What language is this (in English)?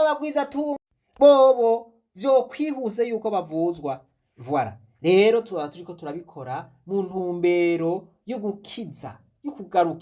Rundi